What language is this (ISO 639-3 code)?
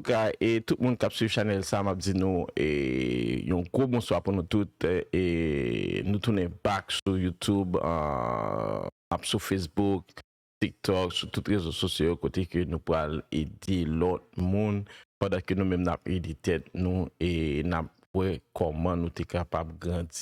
hat